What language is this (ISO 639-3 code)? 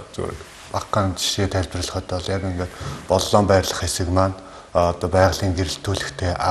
mon